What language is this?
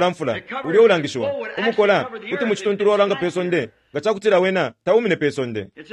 Bemba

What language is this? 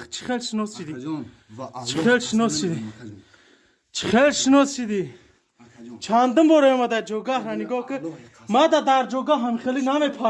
Tajik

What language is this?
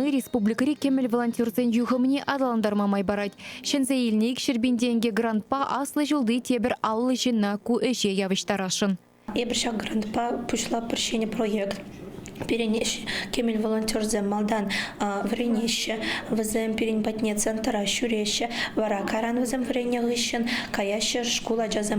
Chuvash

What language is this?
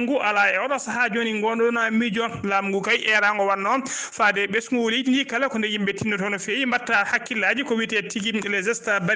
Fula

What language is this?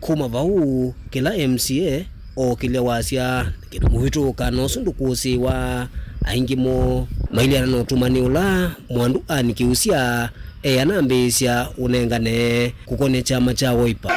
Kamba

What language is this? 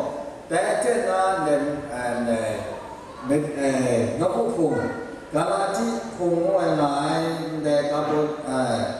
Kachin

